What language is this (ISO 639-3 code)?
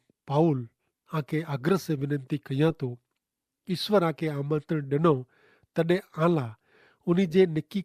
kfr